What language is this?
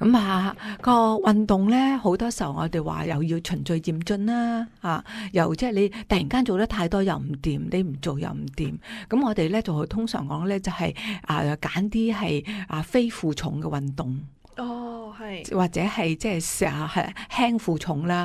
Cantonese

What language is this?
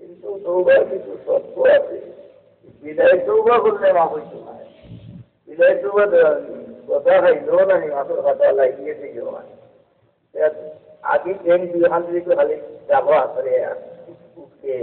Sylheti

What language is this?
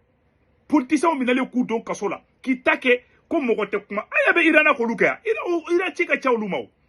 Bambara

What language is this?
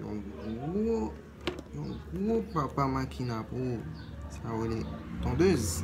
Haitian Creole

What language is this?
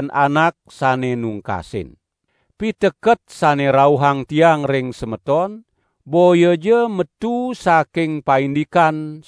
Balinese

